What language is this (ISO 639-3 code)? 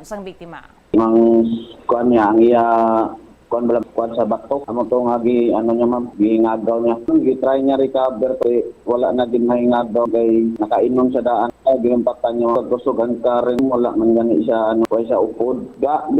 hil